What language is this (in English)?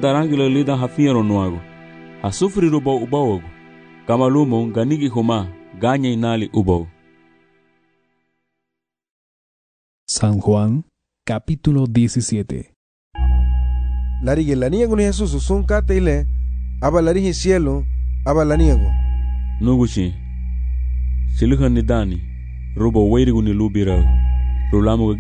Garifuna